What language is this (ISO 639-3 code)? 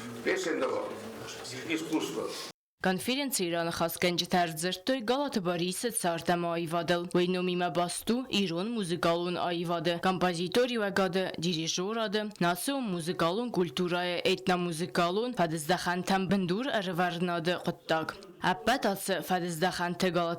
oss